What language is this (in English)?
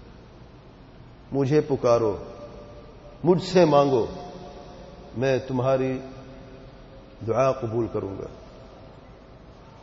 Urdu